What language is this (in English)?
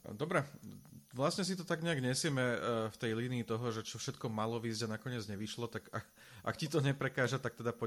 Slovak